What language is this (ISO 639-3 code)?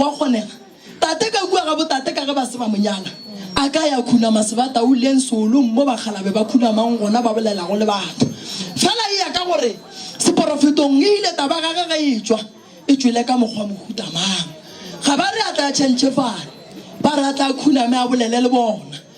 nso